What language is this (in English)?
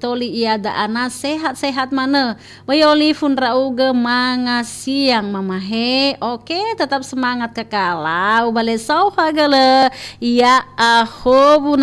Nias